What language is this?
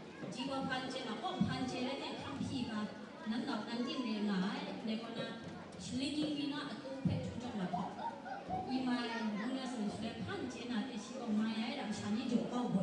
Kachin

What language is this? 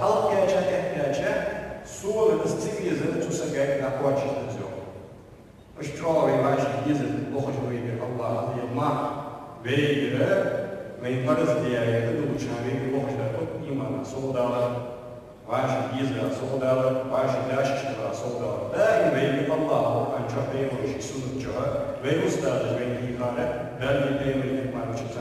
Ingush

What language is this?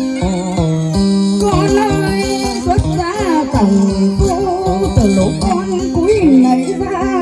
Vietnamese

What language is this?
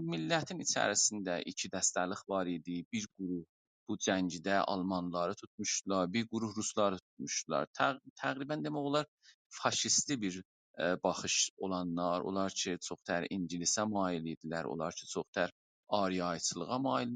South Azerbaijani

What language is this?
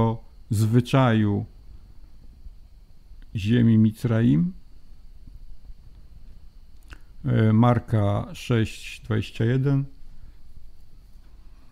Polish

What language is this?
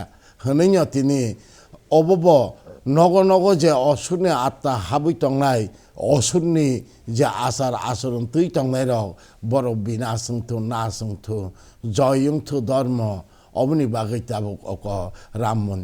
Kok Borok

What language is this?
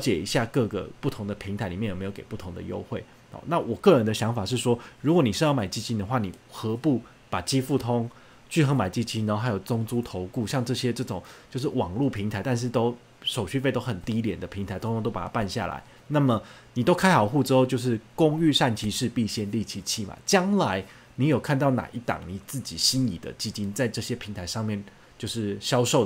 Chinese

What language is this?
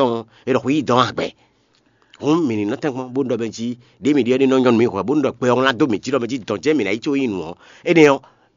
Fon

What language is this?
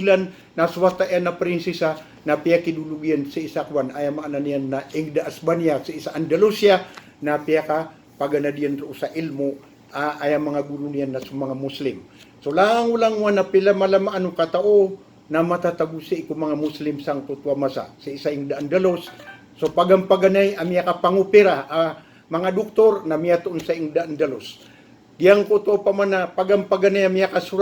Maranao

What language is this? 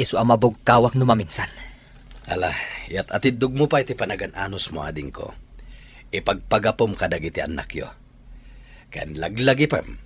Iloko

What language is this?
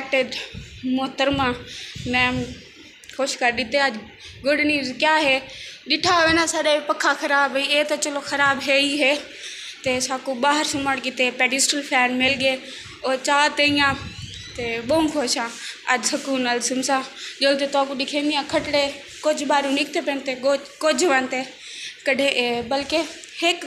Saraiki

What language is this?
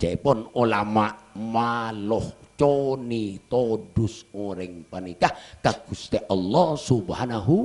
Madurese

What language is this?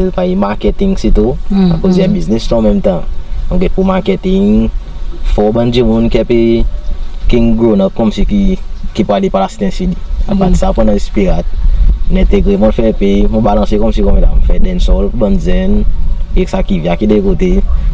Seselwa Creole French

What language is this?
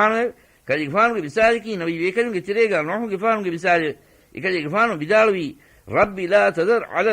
Divehi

